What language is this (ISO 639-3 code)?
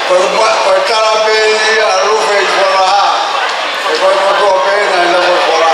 ton